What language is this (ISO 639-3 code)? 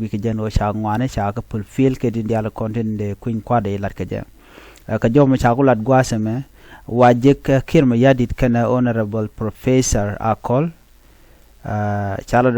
nus